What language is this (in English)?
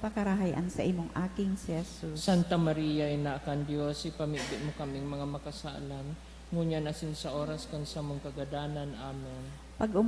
Bikol